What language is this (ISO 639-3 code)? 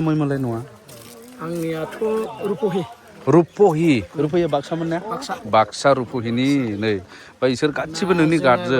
brx